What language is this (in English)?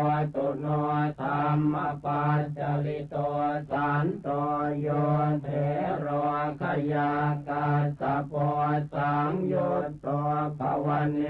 Pali